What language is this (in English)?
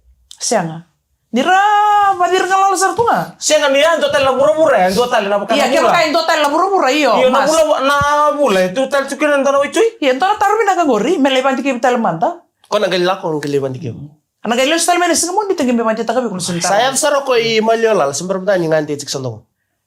Fijian